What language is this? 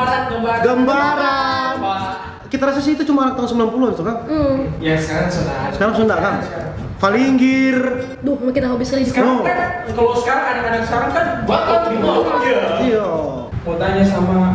Manado Malay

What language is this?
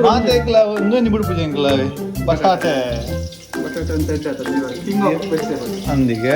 Tulu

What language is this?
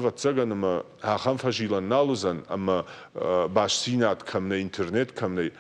Ossetic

